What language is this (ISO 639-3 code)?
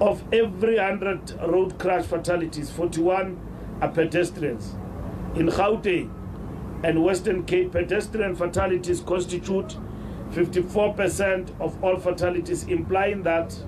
eng